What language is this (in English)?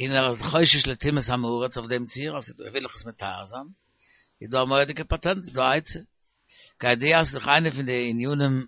Yiddish